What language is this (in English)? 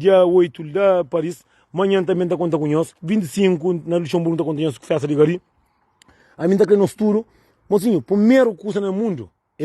Kabuverdianu